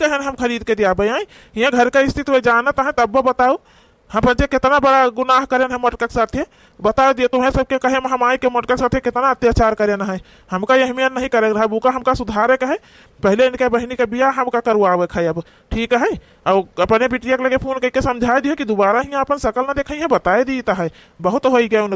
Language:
Awadhi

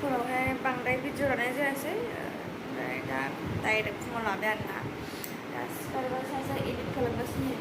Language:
Bodo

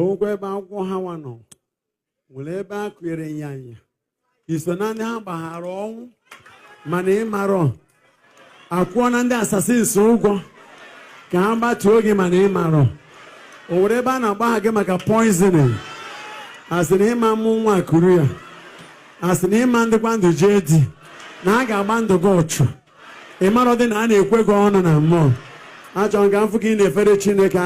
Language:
Igbo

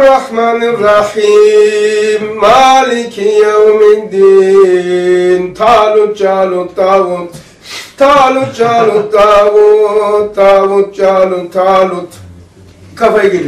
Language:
Turkish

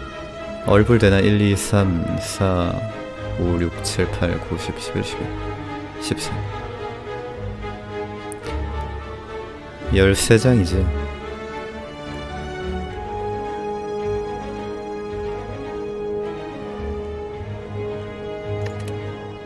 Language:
Korean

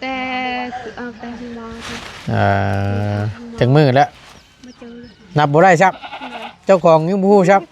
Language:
Northeastern Thai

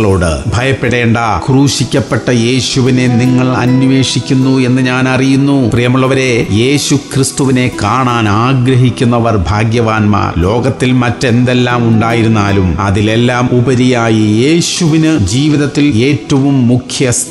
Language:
Malayalam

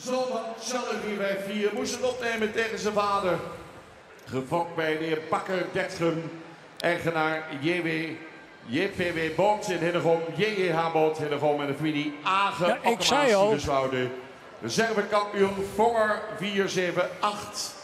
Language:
Western Frisian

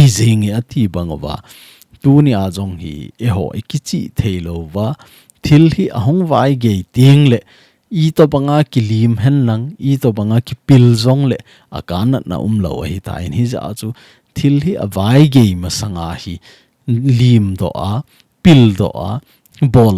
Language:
Thado Chin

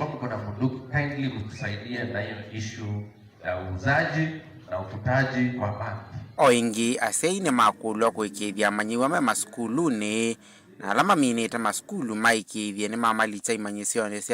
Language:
Kamba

